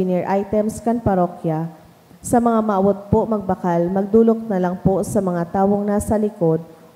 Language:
Bikol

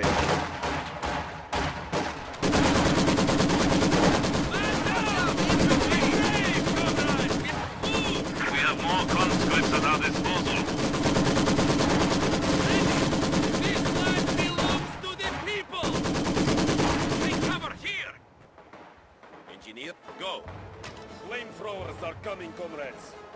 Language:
English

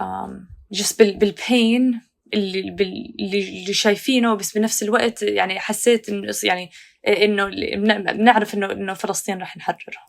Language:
North Levantine Arabic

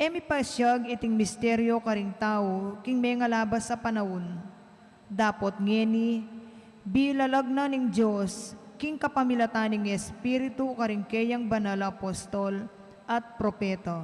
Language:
Pampanga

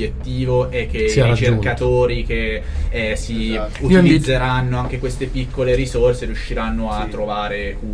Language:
Italian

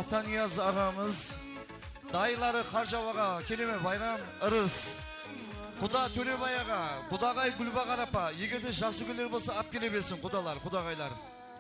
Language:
Kara-Kalpak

